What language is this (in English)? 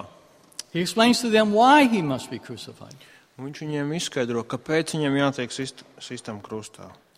Latvian